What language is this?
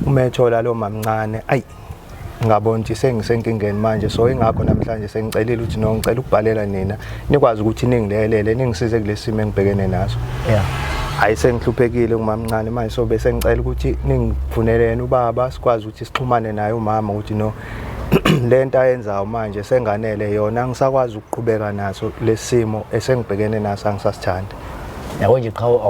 Zulu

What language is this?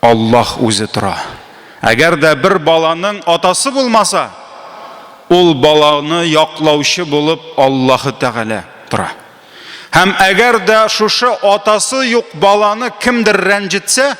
Tatar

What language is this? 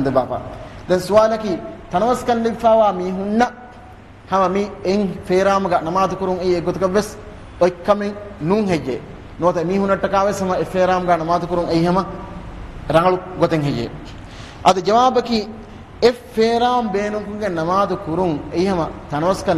Divehi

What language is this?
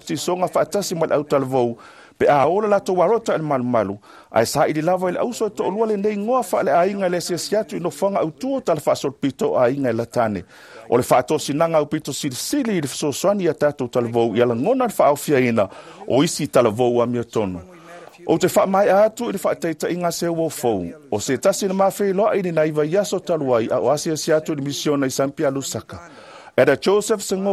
Samoan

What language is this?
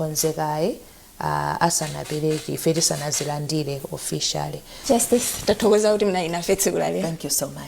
Nyanja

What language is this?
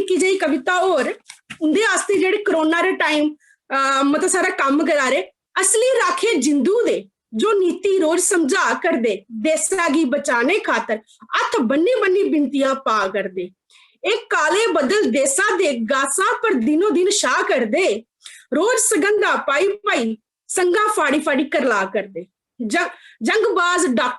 Dogri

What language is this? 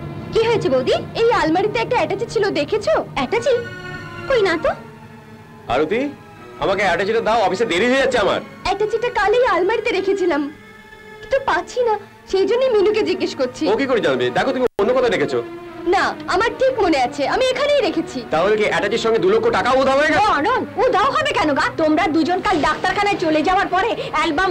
Bangla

